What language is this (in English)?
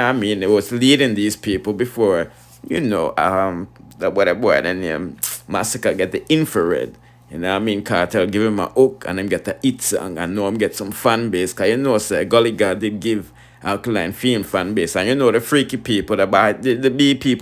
Jamaican Creole English